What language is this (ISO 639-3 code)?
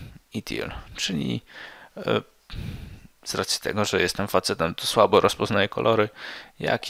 pol